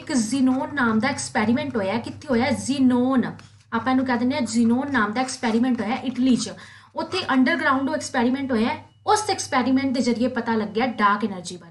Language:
Punjabi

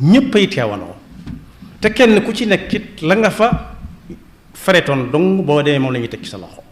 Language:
Wolof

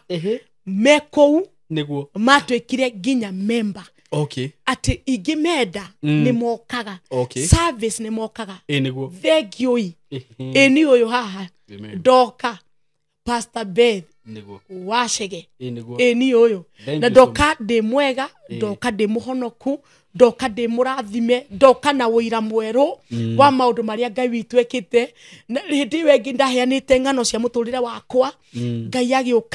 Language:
Kikuyu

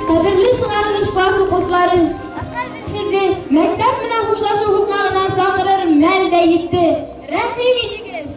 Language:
Bashkir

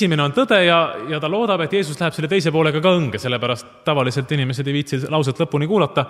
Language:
Estonian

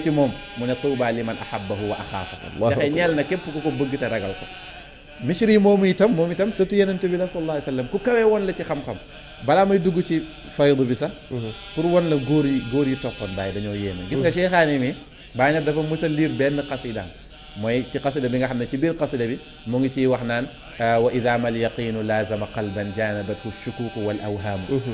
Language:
Wolof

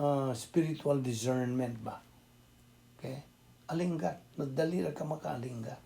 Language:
Cebuano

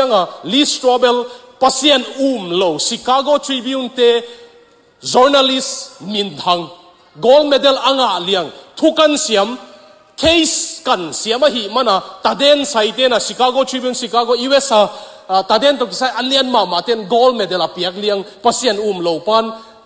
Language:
Tedim Chin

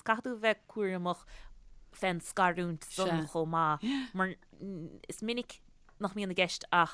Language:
Irish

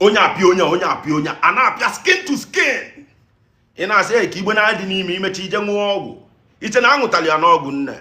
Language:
Igbo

